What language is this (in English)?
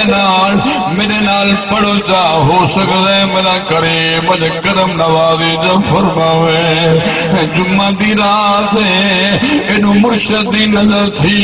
Saraiki